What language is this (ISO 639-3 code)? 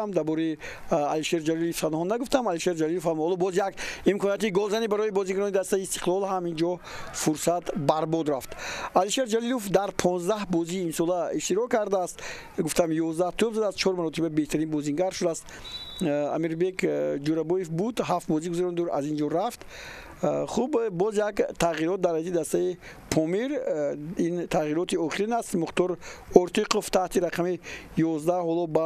tgk